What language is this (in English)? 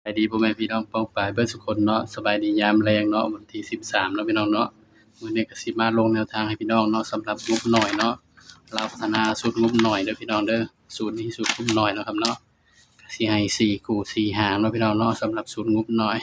Northeastern Thai